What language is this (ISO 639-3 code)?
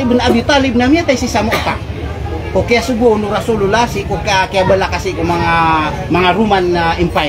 mrw